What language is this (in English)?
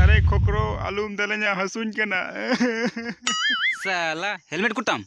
Santali